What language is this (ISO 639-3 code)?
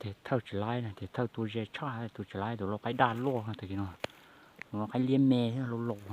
hmn